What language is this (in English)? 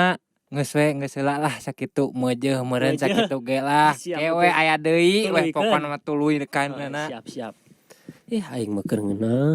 Sundanese